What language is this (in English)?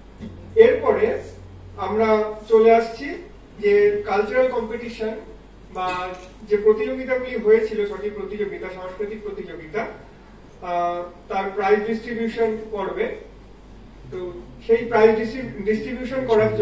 Bangla